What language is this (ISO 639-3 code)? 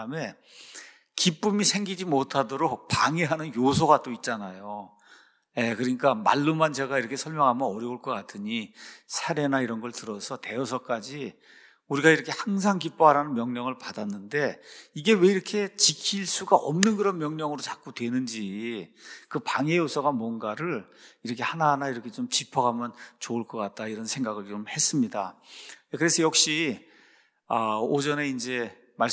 kor